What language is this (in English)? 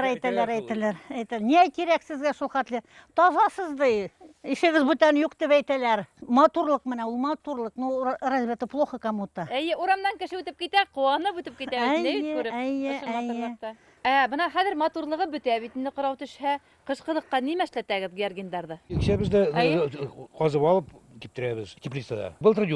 Bashkir